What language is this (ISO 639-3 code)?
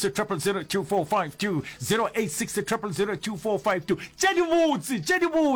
nso